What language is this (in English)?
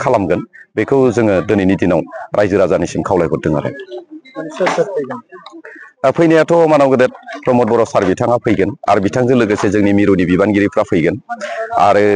Bodo